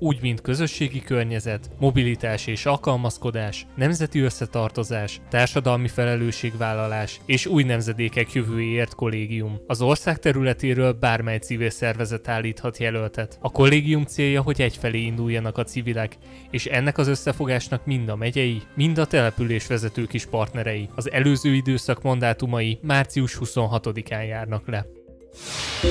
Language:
Hungarian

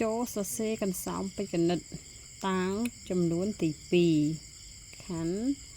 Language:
Khmer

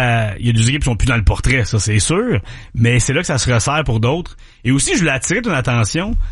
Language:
French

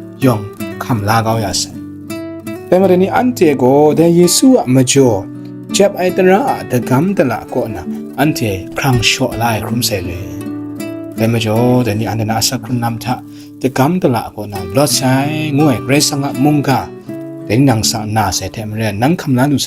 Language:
Kachin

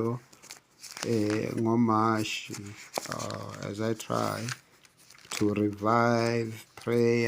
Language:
Zulu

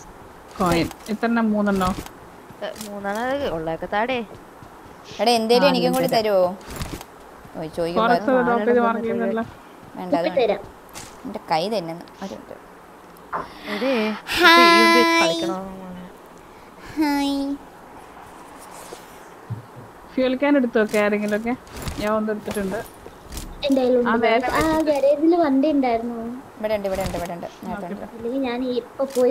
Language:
Malayalam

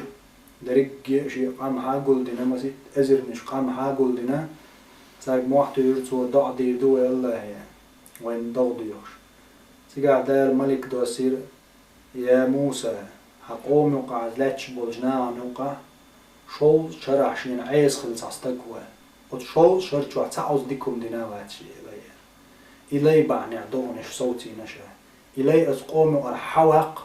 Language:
Chechen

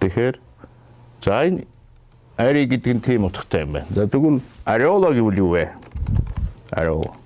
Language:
Mongolian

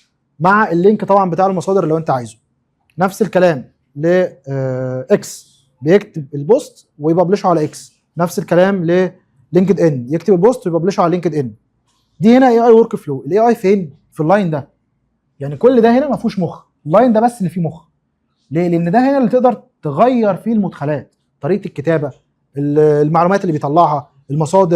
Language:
Egyptian Arabic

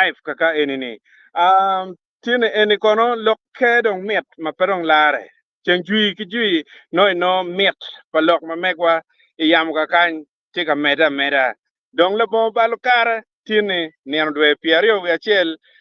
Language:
Acoli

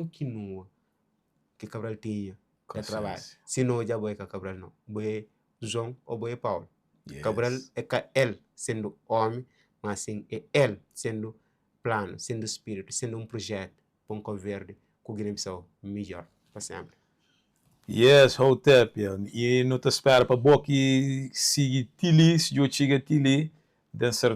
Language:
Kabuverdianu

